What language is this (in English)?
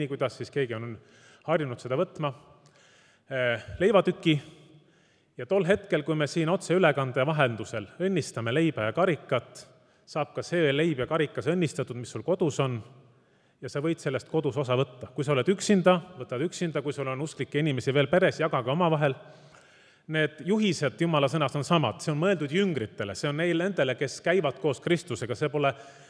Estonian